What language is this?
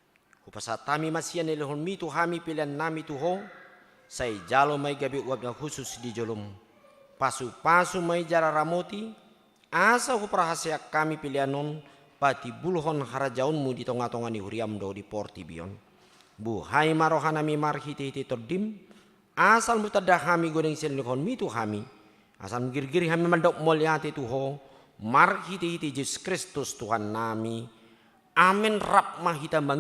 Batak Toba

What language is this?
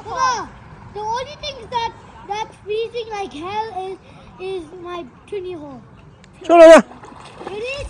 Manipuri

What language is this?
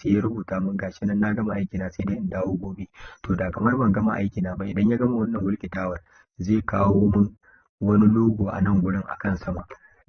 Hausa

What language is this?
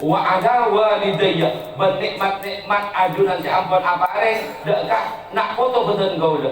Madurese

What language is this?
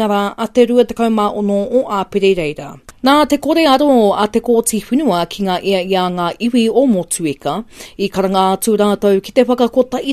Māori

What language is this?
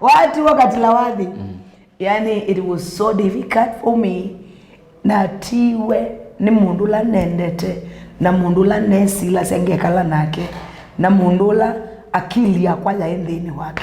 Kamba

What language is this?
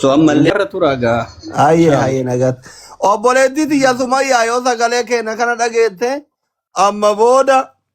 Oromo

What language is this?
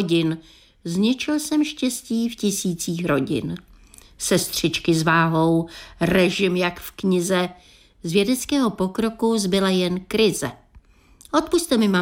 Czech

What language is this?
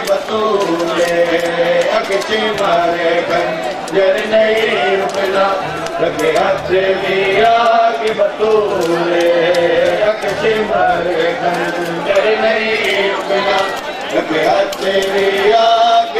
Urdu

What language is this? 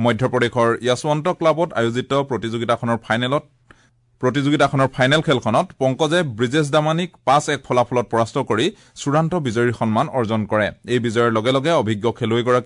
Assamese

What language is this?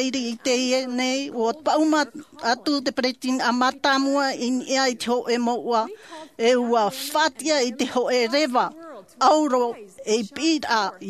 Tahitian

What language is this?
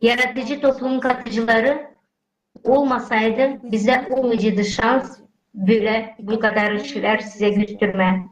Gagauz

